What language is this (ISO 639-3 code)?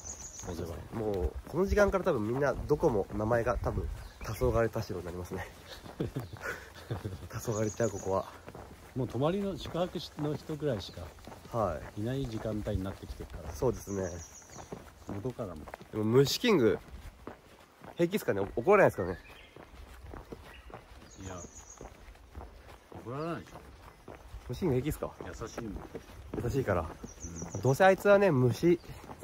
jpn